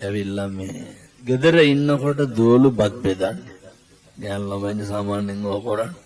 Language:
Sinhala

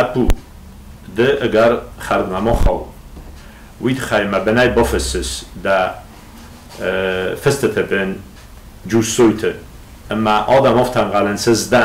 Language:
Ossetic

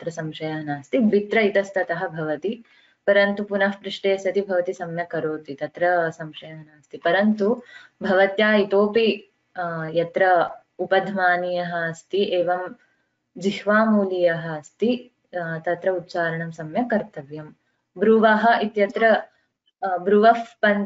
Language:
Sanskrit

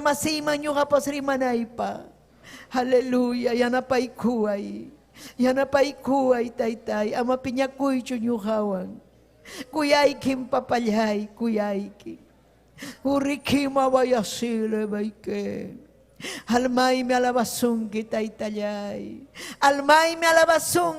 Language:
Ayacucho Quechua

